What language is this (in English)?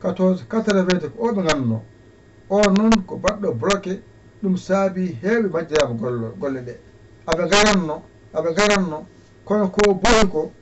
Fula